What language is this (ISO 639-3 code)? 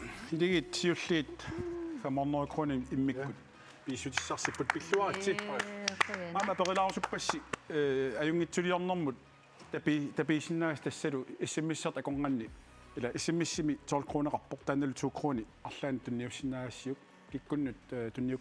kal